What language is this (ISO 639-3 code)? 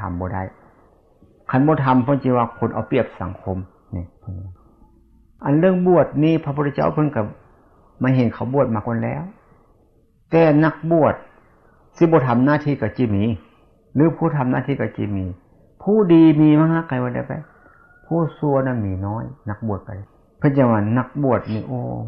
lao